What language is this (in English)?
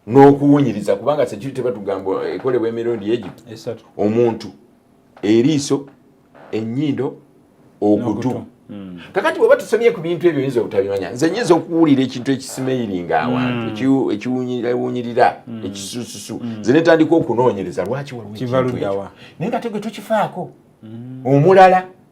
Ganda